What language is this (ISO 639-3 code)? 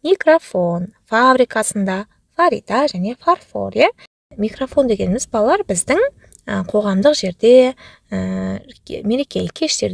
kaz